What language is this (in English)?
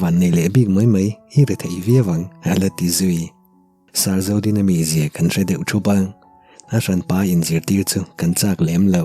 Mizo